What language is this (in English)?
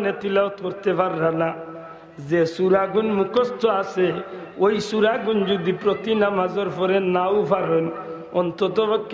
Sylheti